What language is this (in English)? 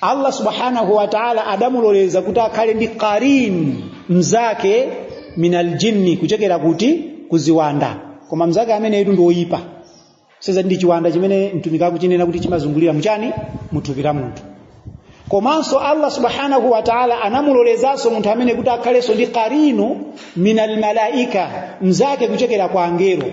Nyanja